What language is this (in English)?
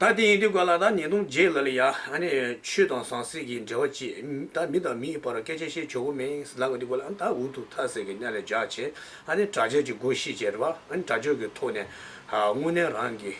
Tibetan